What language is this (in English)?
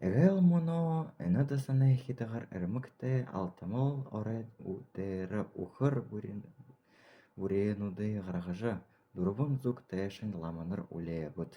Buriat